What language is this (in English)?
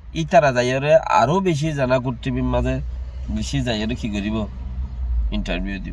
Rohingya